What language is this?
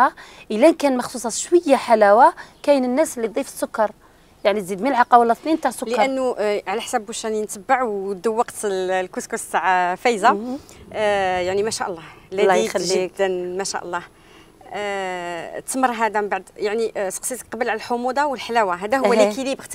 Algerian Arabic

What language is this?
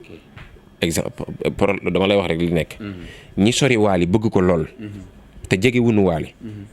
Wolof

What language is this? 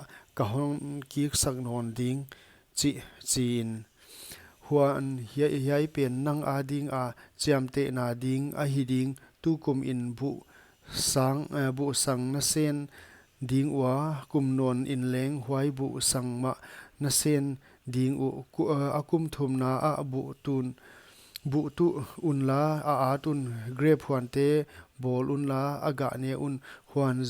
Paite Chin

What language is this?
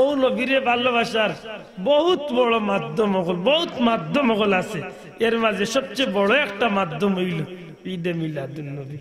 Sylheti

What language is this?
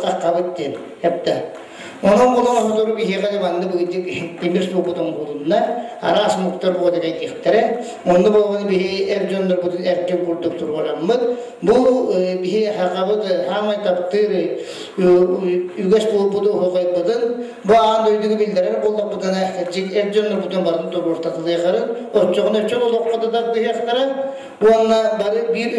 Yakut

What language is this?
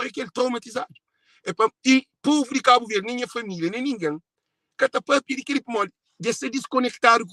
Kabuverdianu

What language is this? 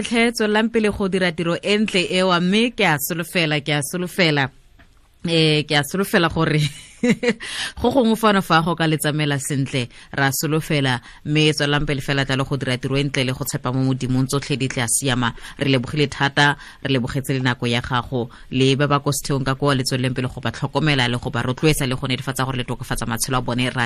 Tswana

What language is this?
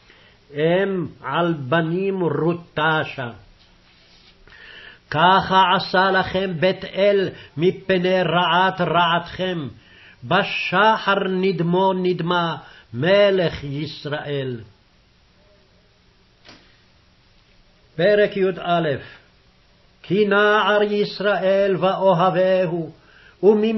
Hebrew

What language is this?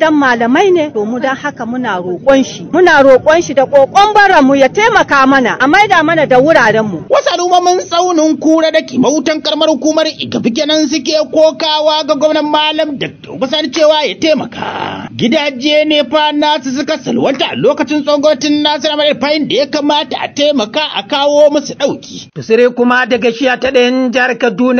Hausa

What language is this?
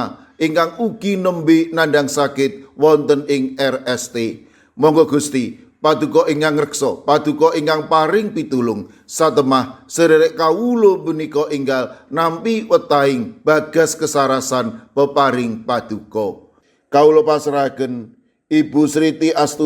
Javanese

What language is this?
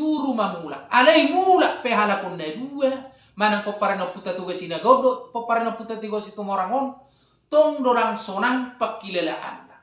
Batak Toba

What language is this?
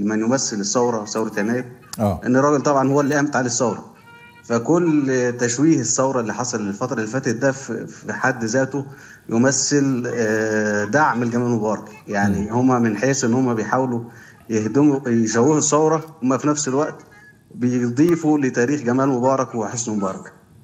Egyptian Arabic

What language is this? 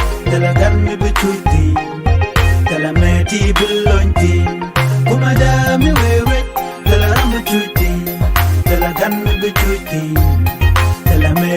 Nuer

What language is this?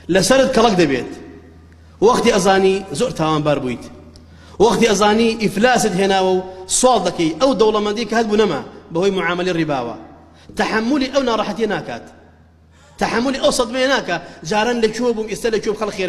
Central Kurdish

